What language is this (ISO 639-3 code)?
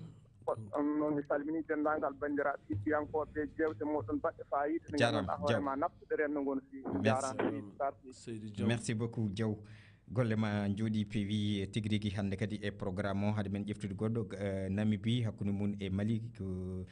ful